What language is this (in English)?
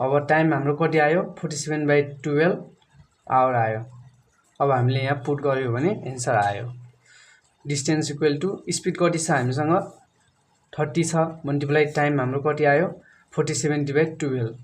Nepali